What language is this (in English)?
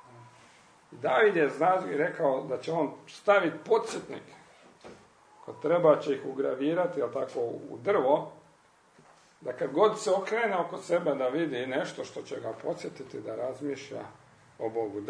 Croatian